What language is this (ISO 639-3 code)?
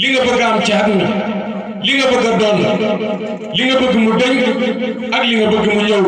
wol